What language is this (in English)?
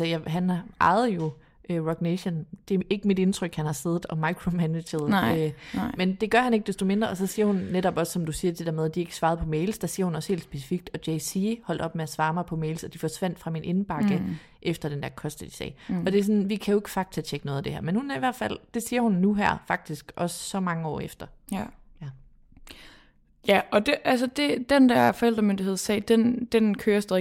Danish